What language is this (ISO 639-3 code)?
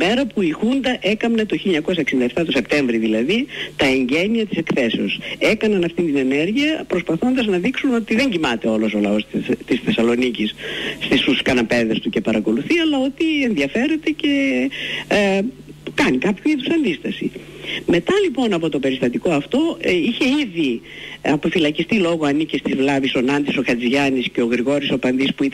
ell